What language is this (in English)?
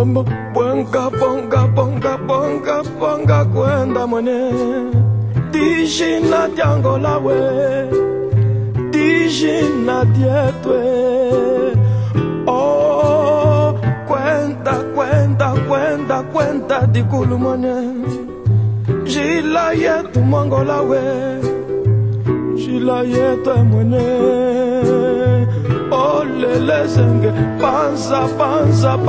Kimbundu